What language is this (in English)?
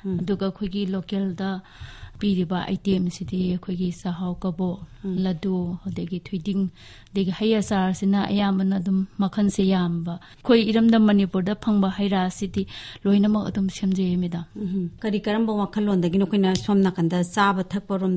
Manipuri